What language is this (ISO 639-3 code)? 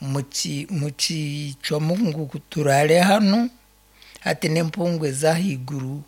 nyn